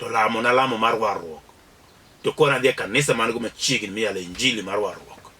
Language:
Luo (Kenya and Tanzania)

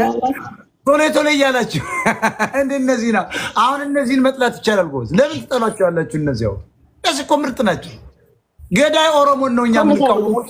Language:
Amharic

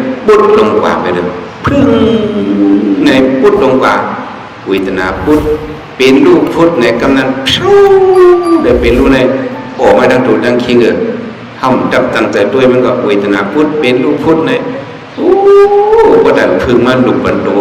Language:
Shan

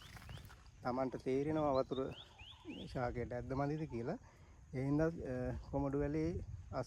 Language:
Sinhala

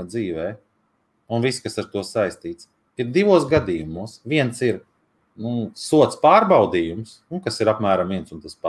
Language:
Latvian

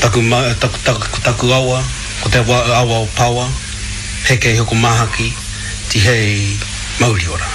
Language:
Māori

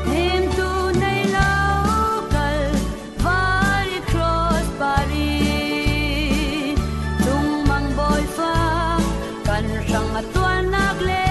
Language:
Falam Chin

